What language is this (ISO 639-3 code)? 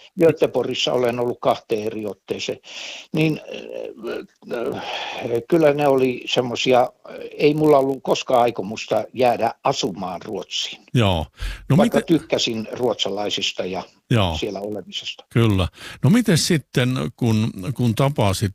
fin